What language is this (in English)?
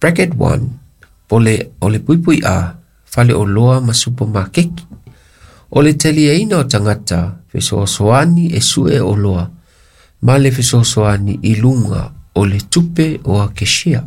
Samoan